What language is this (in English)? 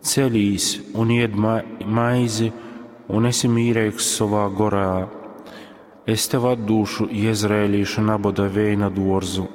Latgalian